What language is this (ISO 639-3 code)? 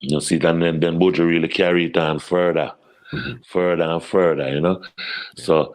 jam